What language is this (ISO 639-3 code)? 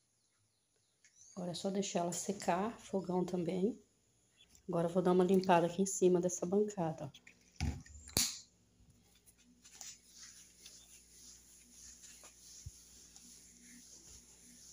por